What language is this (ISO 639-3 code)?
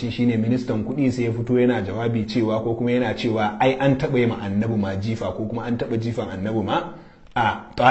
hau